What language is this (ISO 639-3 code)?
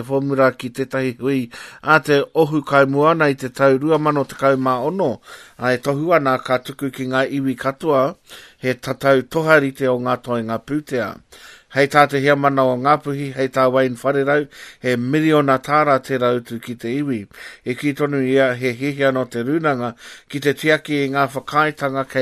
mri